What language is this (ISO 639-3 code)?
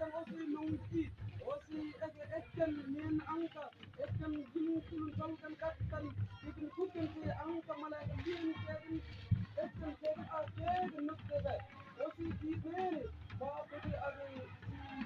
mfz